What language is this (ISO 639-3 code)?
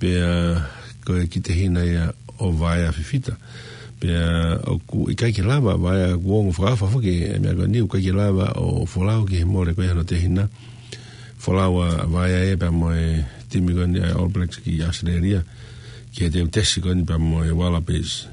ton